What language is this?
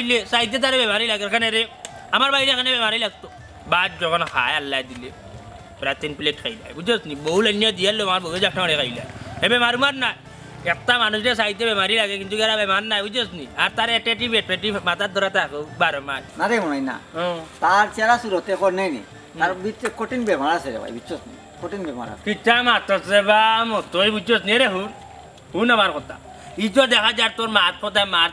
Sylheti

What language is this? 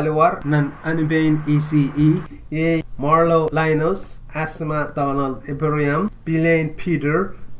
Pohnpeian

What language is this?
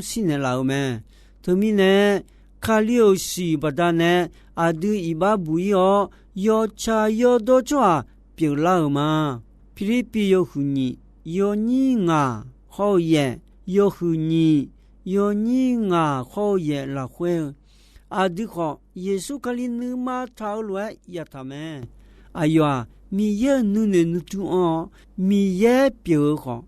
Akha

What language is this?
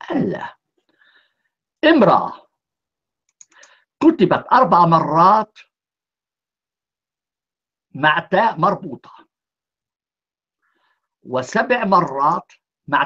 Arabic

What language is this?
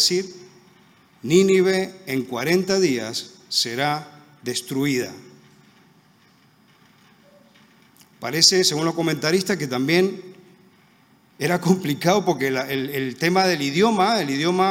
Spanish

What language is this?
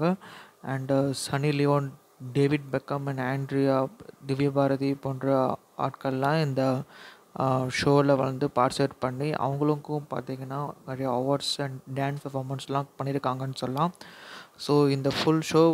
Tamil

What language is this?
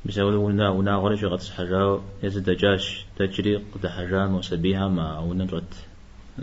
Kabardian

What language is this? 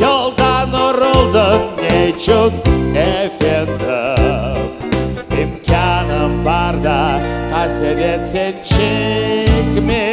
Crimean Tatar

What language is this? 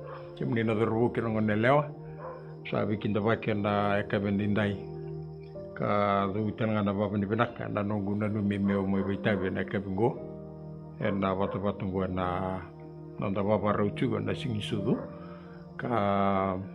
Fijian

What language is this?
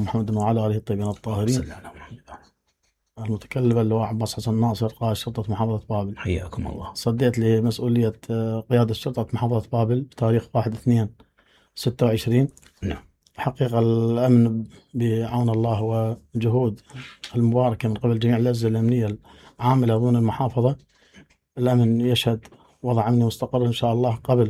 Mesopotamian Arabic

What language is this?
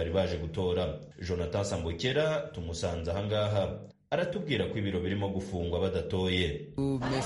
Kinyarwanda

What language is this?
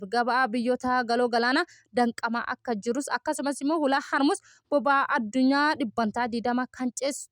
Oromo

